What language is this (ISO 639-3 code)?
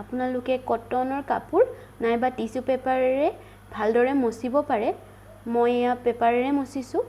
asm